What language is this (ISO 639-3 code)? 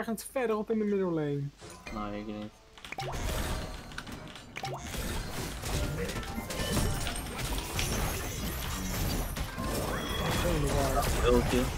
nld